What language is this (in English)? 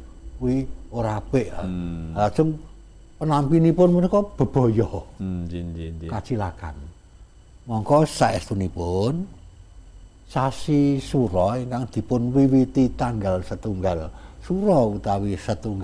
Javanese